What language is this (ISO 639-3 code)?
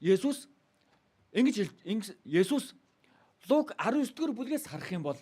mon